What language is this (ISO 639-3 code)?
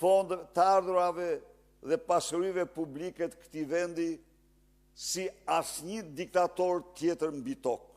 sqi